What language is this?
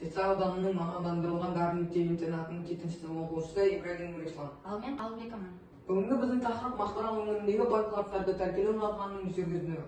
Kazakh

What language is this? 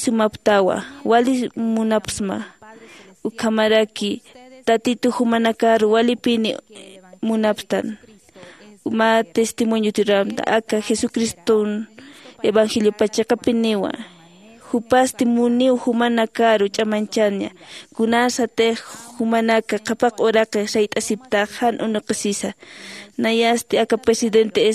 Aymara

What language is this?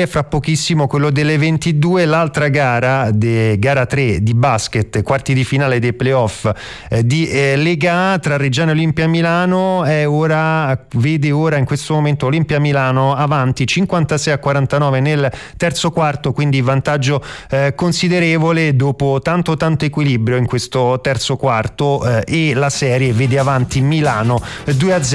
Italian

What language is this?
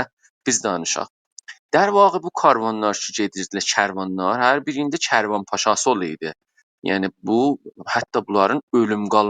South Azerbaijani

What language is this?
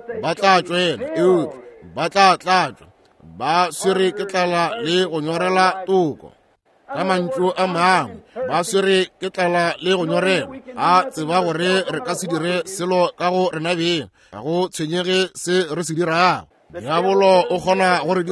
Northern Sotho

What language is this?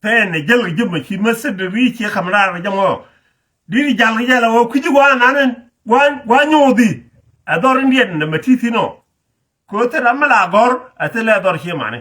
Nuer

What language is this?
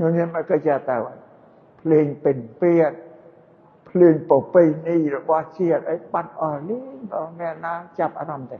Khmer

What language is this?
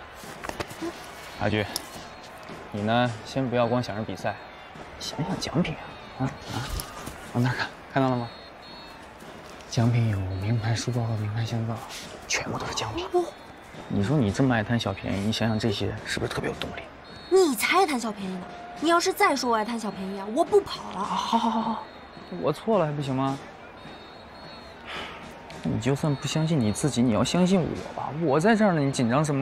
Chinese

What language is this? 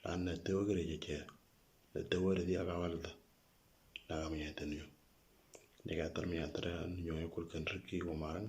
Moro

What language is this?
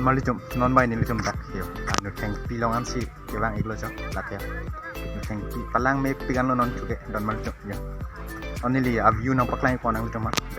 Karbi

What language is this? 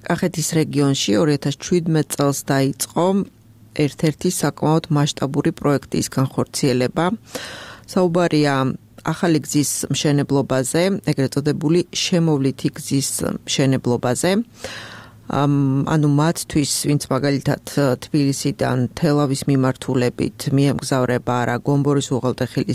Georgian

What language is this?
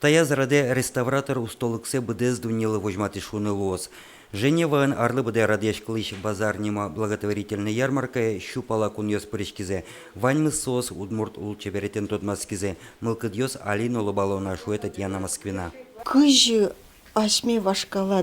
Udmurt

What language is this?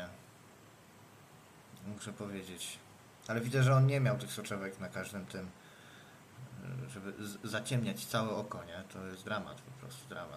Polish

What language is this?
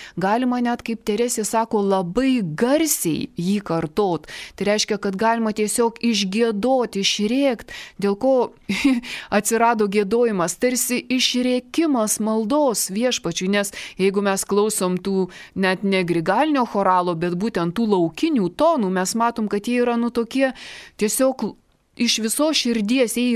Lithuanian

